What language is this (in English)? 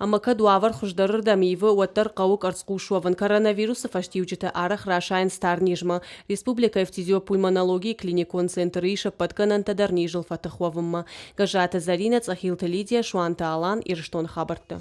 Ossetic